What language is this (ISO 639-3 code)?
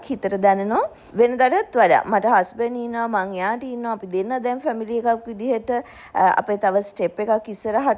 sin